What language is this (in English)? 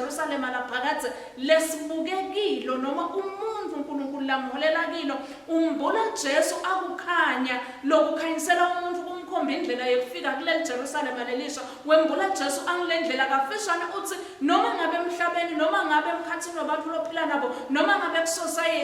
Swati